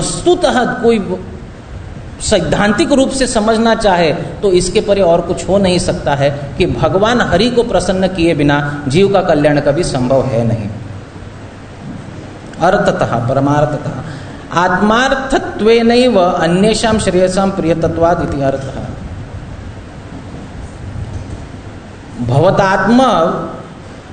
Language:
Hindi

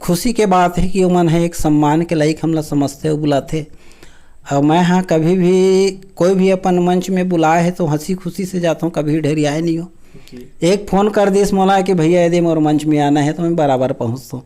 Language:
Chhattisgarhi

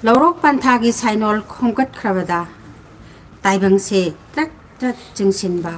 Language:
Manipuri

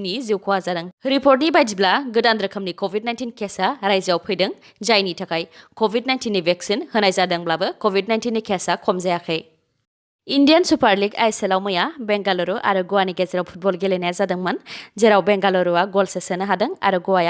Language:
Bodo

